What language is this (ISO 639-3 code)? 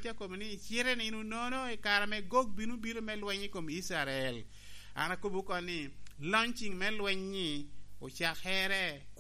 laj